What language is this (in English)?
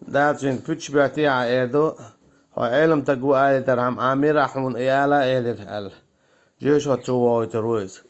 Chechen